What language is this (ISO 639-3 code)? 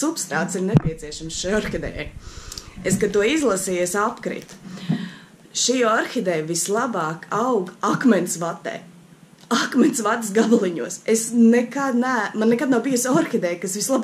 lav